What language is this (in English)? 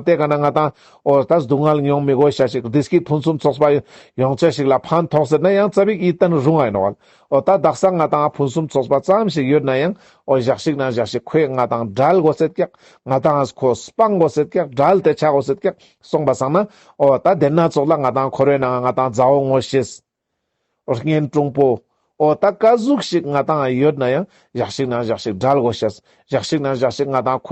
Ladakhi